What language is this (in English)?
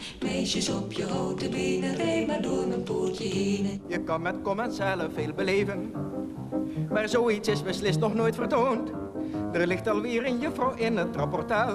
Dutch